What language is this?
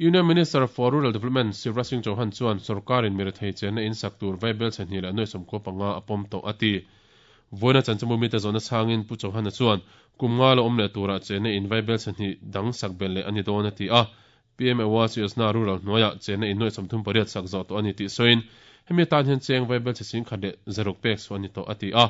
Mizo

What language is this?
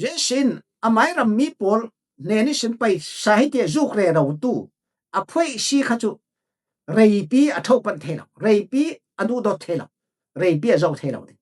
Falam Chin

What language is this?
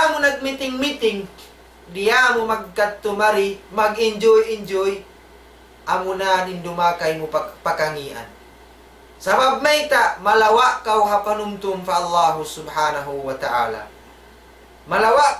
Tausug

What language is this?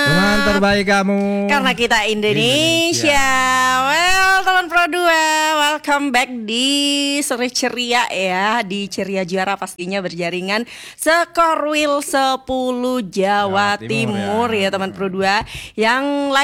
Indonesian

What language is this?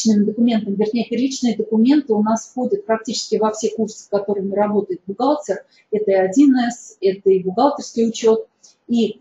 Russian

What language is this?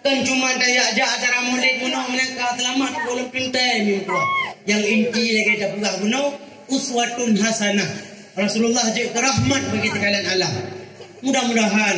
Achinese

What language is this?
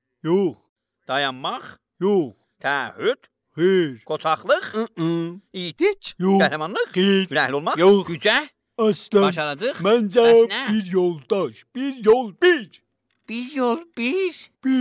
South Azerbaijani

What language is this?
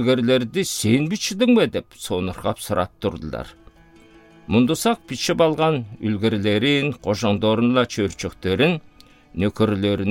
Southern Altai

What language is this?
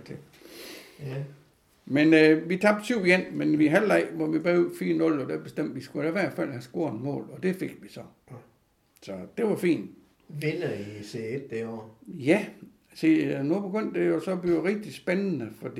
Danish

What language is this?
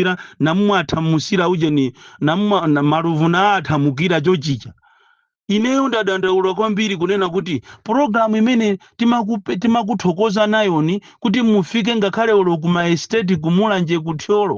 Nyanja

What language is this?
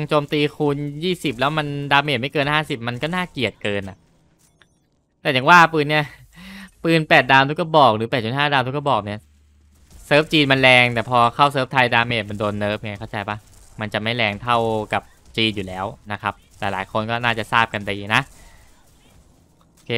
Thai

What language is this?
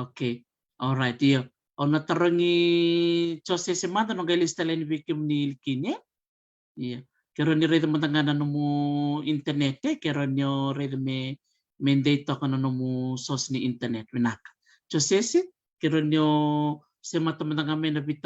Fijian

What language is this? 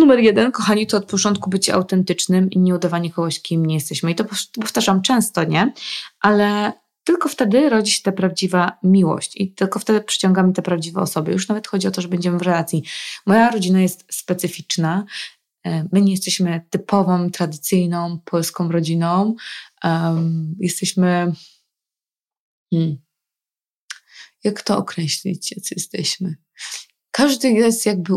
Polish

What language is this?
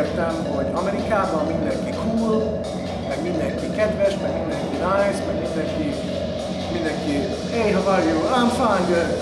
Hungarian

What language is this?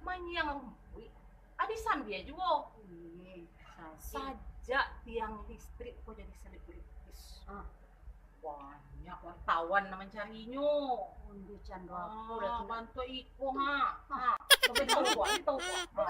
Minangkabau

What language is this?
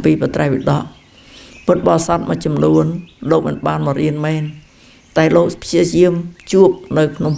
Khmer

